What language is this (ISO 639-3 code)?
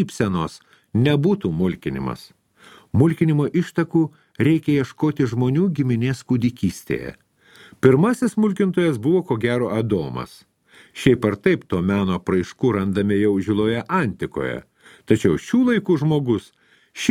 lit